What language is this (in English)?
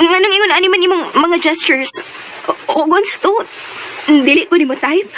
Cebuano